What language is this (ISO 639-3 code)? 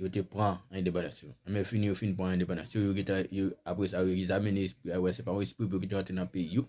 hat